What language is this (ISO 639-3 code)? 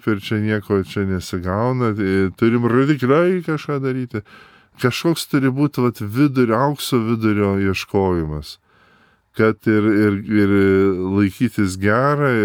lit